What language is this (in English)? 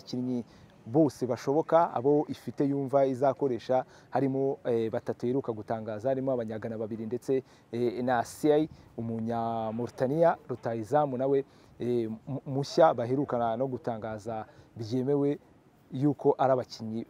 Kinyarwanda